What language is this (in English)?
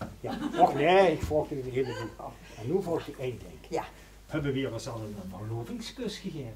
Limburgish